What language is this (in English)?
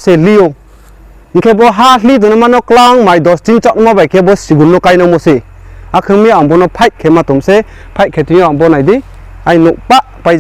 Riang (India)